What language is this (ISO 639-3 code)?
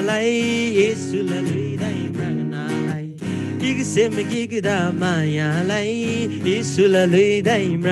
taj